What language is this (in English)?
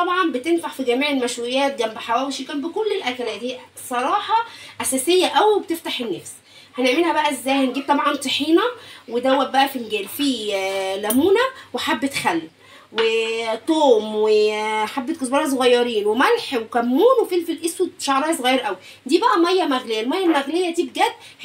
Egyptian Arabic